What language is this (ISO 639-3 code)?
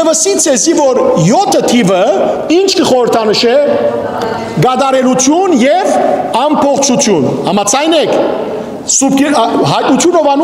hyw